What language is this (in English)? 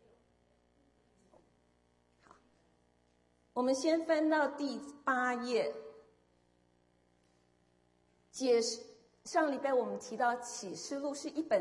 Chinese